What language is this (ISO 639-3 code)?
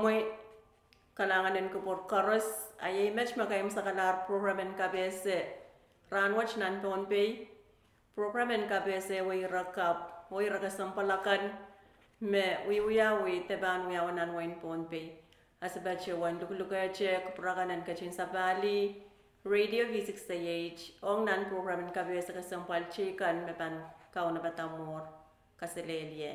pon